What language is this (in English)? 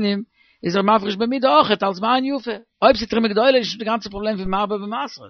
Yiddish